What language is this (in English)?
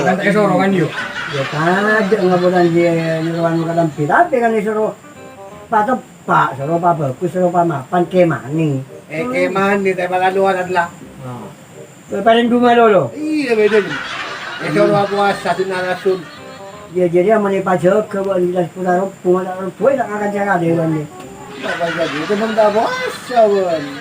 Madurese